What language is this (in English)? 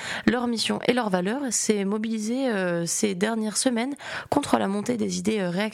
French